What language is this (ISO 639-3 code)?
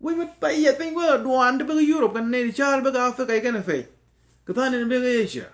nus